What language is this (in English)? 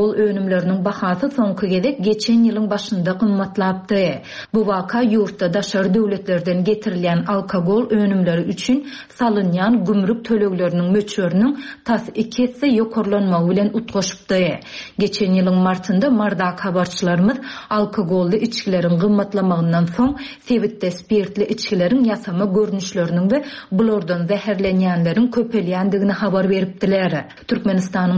Turkmen